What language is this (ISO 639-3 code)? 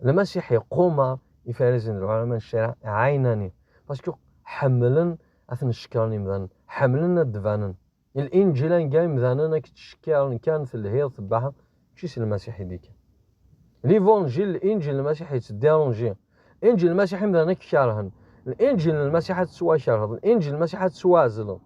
kab